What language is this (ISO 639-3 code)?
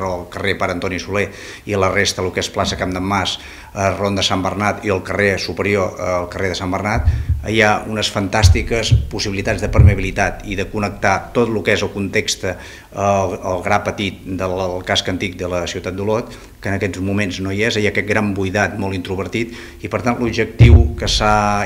cat